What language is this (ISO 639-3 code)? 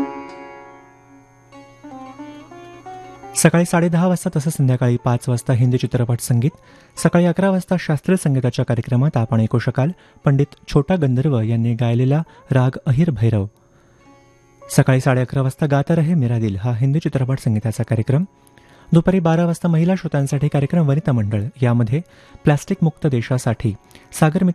mar